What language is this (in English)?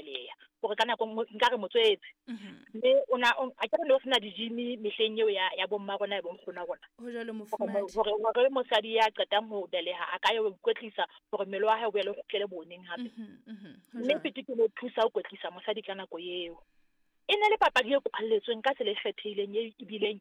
Southern Sotho